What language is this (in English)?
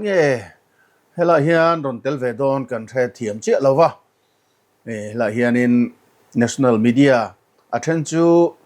Mizo